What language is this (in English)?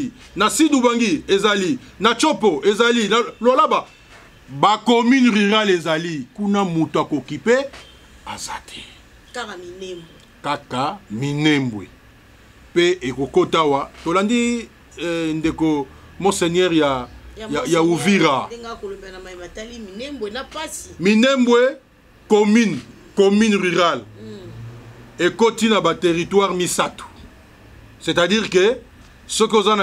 Lingala